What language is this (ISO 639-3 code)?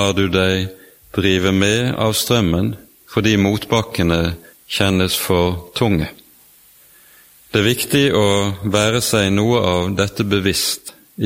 nor